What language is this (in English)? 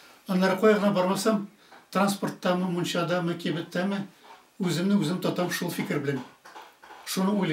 Tatar